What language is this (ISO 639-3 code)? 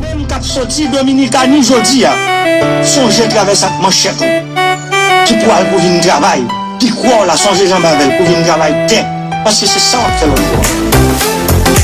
hat